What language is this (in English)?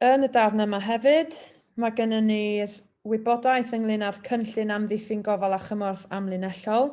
Welsh